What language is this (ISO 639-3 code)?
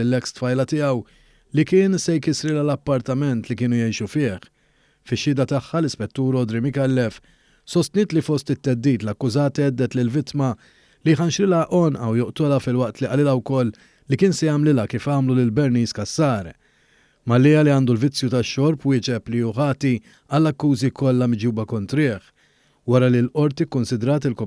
mlt